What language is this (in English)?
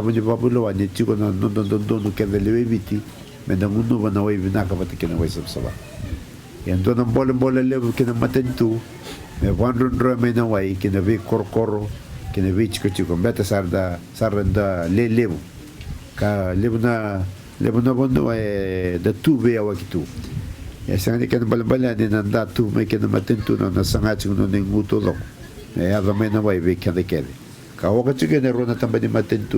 Fijian